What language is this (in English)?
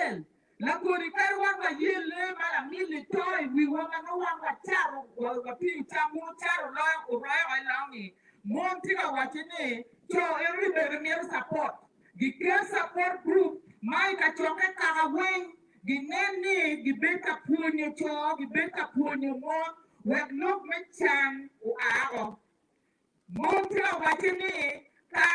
Acoli